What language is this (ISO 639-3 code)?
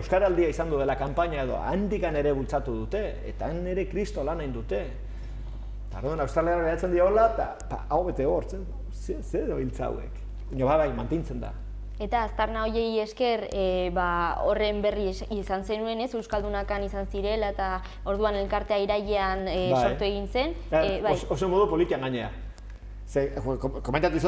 eus